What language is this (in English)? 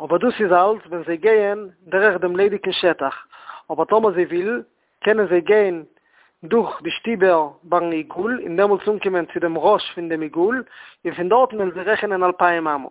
Yiddish